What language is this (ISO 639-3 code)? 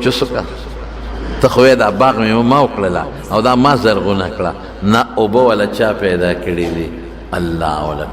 pus